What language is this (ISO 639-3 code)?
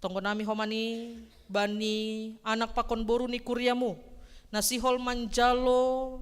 bts